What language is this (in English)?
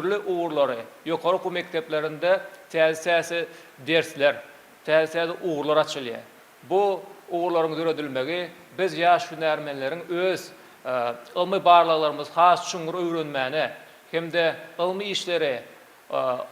Turkmen